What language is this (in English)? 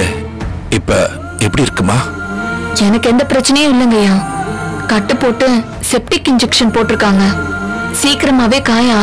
Tamil